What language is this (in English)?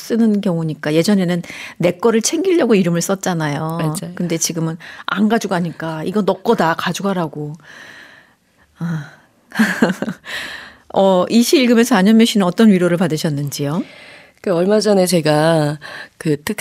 Korean